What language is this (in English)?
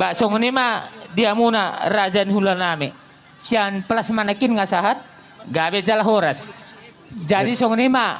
Batak Toba